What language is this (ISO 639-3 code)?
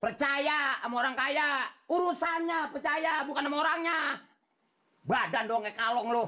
bew